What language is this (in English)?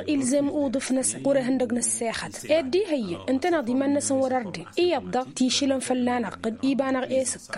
Tamasheq